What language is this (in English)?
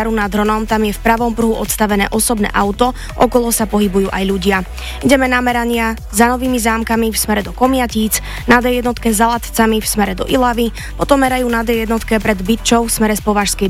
Slovak